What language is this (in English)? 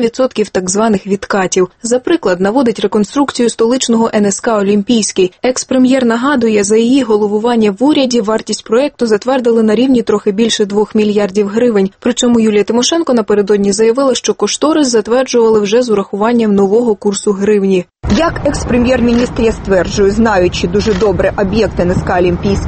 Ukrainian